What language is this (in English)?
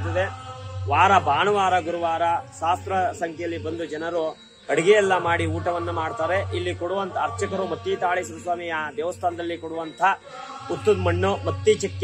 Kannada